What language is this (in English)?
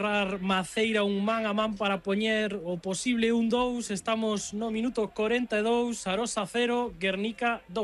Galician